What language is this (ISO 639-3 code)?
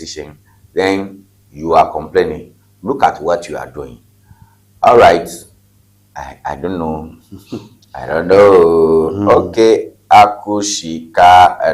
ewe